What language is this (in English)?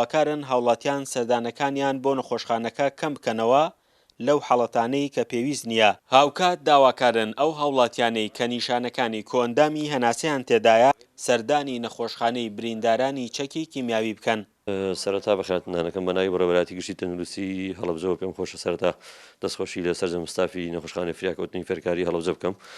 Central Kurdish